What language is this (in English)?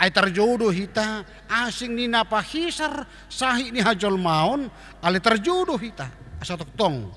Batak Toba